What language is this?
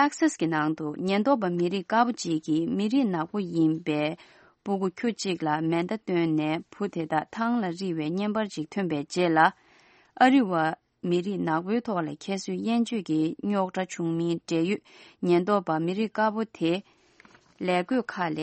Tibetan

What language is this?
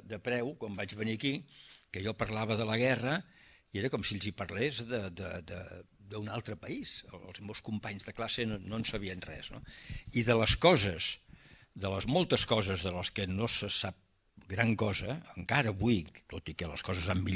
Catalan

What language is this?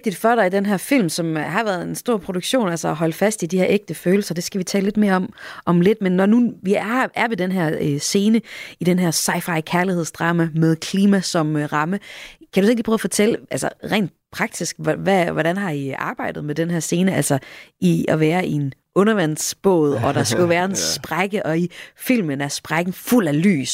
Danish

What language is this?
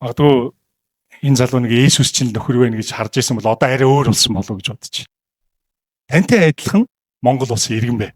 Mongolian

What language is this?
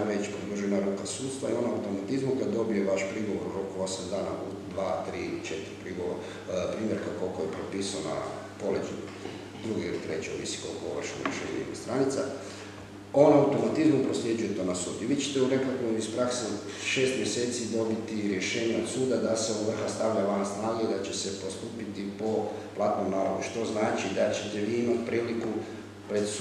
Croatian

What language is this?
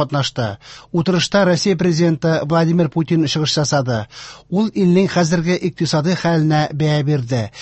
Tatar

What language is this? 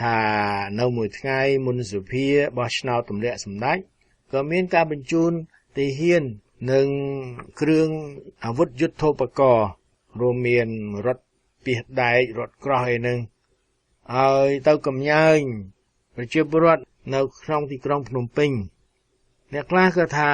Khmer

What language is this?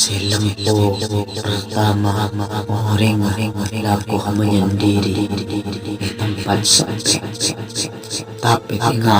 Madurese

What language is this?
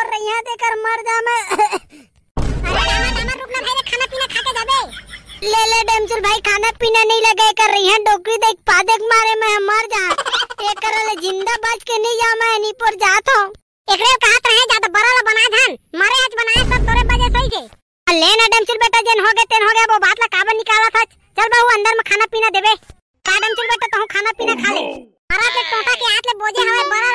Chhattisgarhi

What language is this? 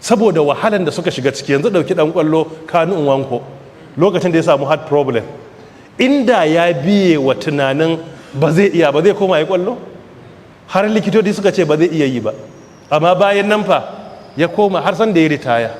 Hausa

